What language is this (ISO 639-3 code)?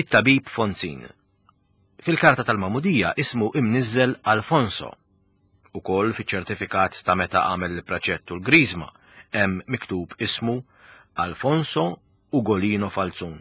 mlt